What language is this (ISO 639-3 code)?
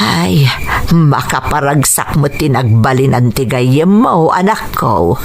ilo